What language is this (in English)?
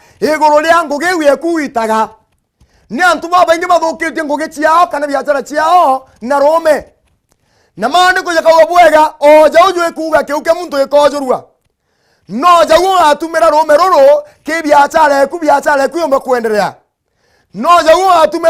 Meru